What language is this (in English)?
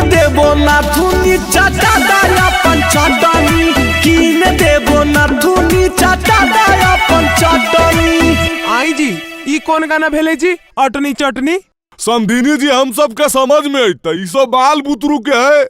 Magahi